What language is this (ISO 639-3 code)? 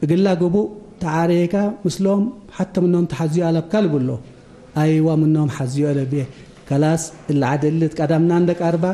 tig